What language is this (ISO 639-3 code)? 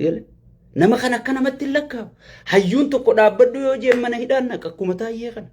orm